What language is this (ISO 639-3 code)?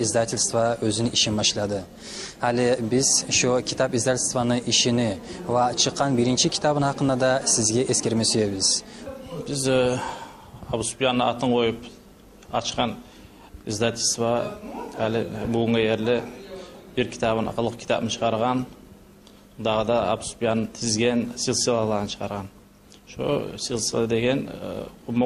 kum